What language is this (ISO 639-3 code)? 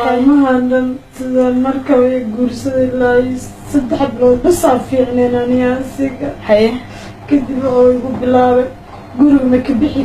som